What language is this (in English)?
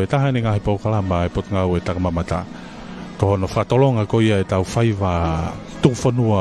Tongan